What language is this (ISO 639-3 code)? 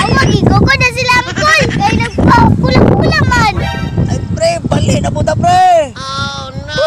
ceb